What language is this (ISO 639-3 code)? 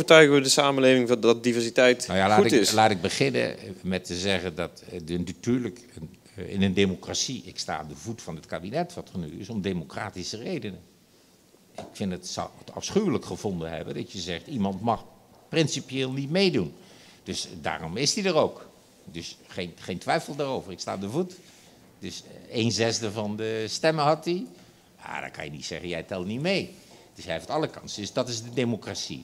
nld